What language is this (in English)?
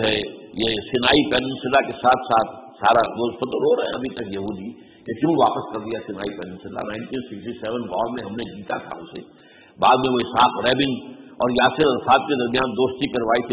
Urdu